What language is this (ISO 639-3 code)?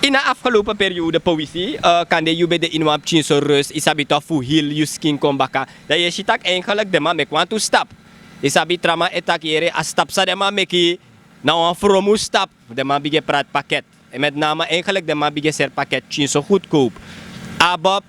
srn